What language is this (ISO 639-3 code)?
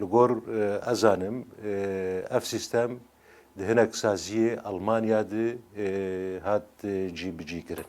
kur